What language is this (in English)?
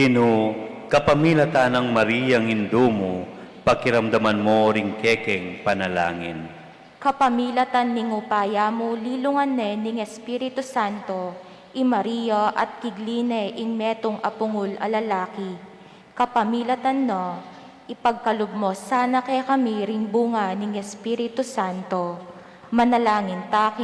Pampanga